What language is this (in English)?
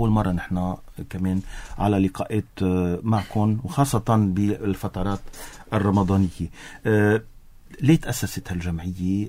North Levantine Arabic